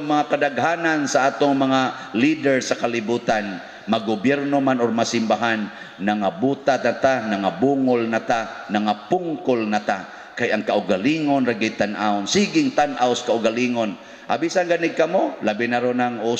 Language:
Cebuano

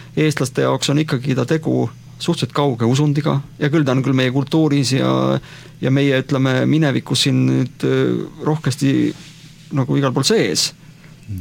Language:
Estonian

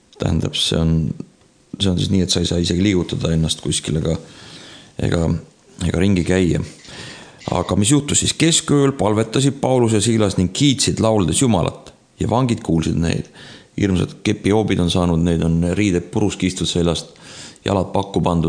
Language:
Estonian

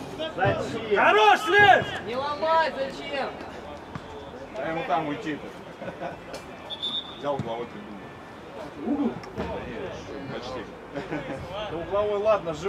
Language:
Russian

